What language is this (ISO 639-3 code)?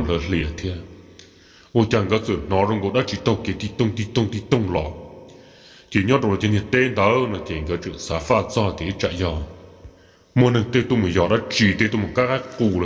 hmn